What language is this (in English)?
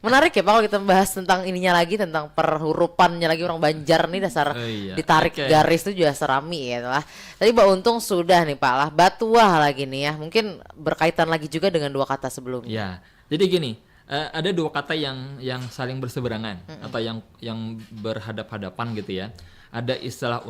Banjar